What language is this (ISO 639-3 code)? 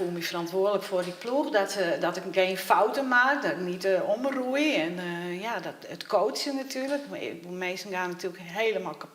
fry